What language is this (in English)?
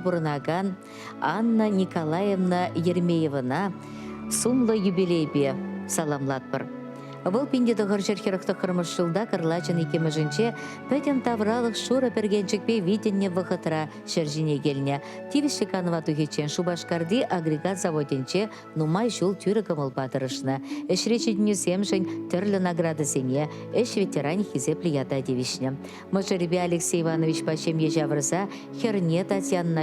Chuvash